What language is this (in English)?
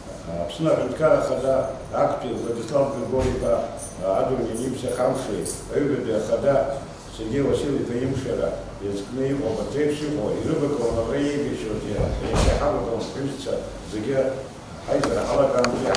Abkhazian